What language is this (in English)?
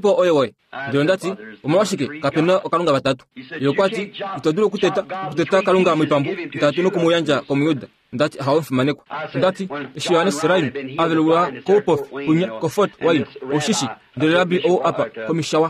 Kuanyama